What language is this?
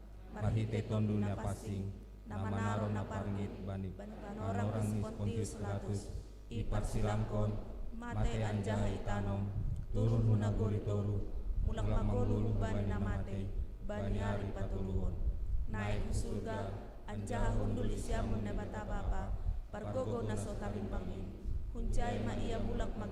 Batak Simalungun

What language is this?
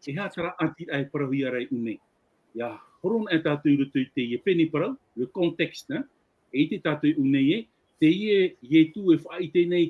Tahitian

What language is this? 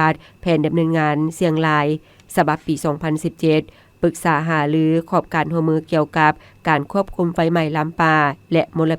Lao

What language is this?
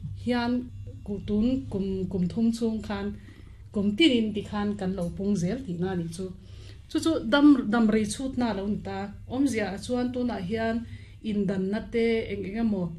Mizo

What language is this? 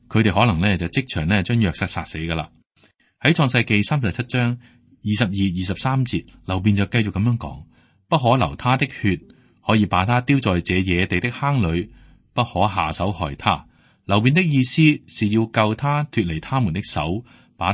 Cantonese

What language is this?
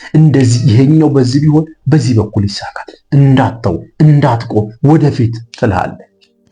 Amharic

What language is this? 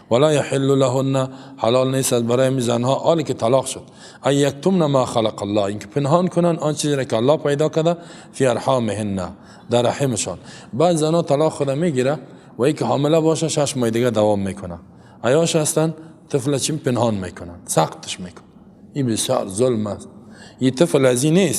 Persian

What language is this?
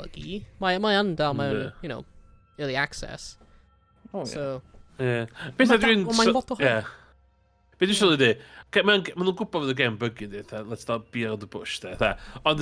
Welsh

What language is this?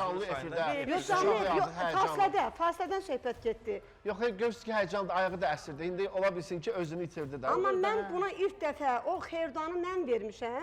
Azerbaijani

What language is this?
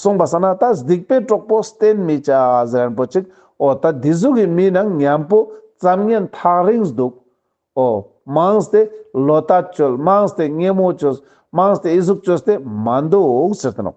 Ladakhi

